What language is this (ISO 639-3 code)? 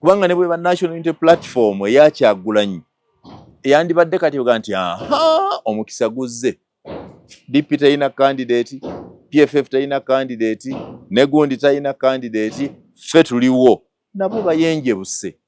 lug